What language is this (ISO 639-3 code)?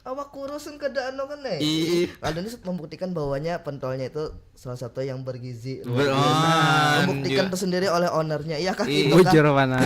bjn